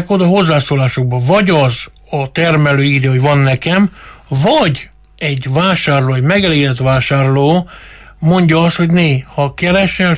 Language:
Hungarian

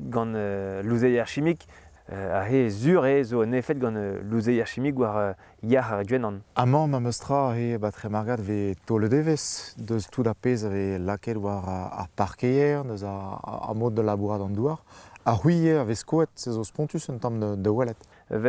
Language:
Breton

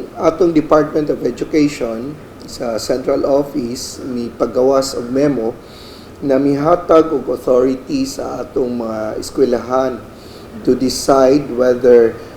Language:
Cebuano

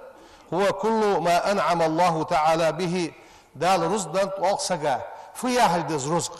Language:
Ingush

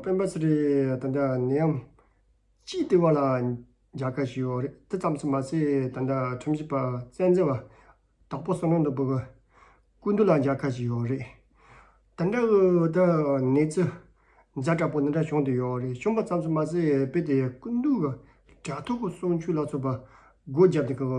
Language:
Tibetan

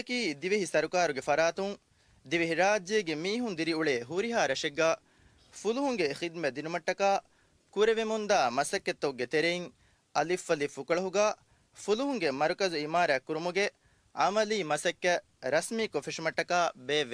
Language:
Divehi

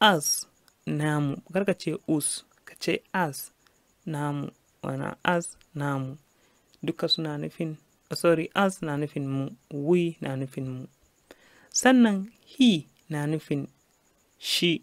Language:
Hausa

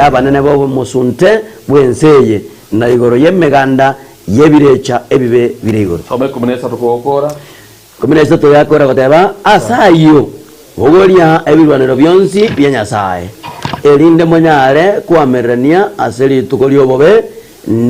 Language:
Gusii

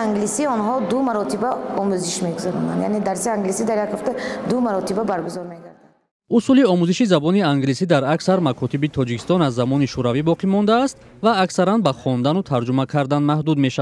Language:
Tajik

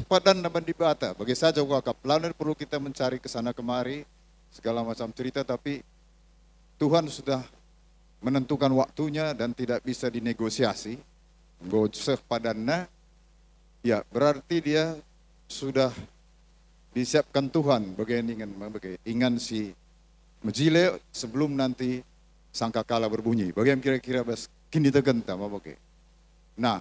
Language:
Batak Karo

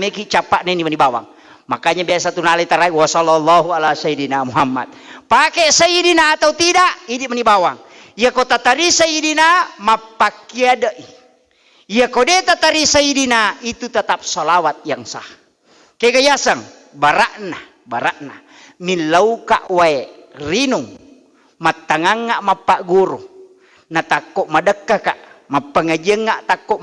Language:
Buginese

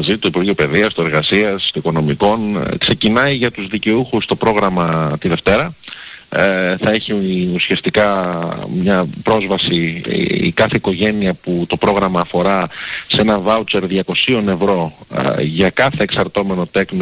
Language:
Greek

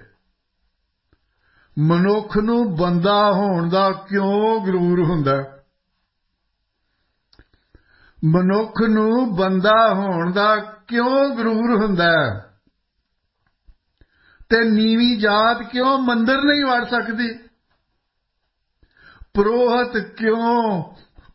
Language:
Punjabi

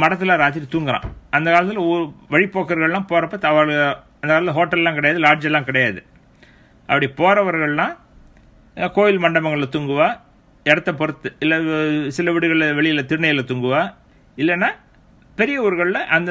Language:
Tamil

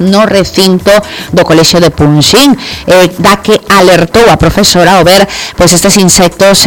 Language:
Galician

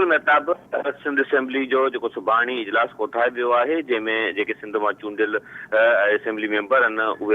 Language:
Sindhi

